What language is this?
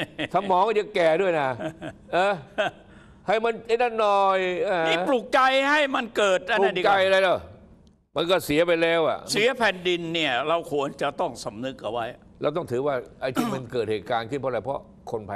Thai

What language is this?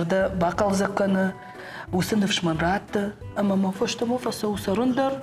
Ossetic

